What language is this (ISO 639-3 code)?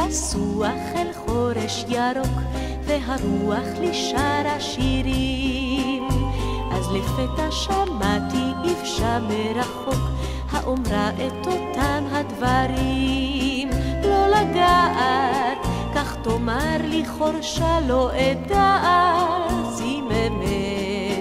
heb